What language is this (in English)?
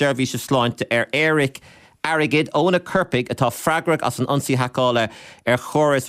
Irish